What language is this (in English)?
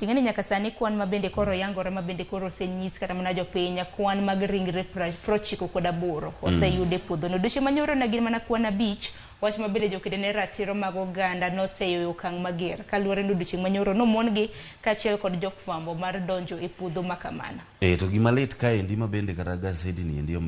Luo (Kenya and Tanzania)